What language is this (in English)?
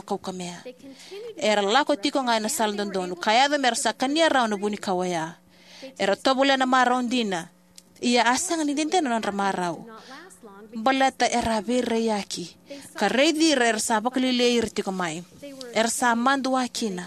Fijian